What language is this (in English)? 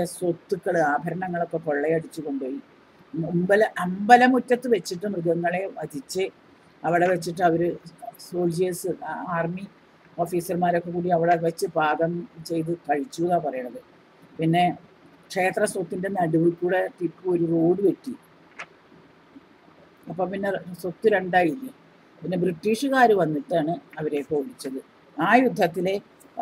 Malayalam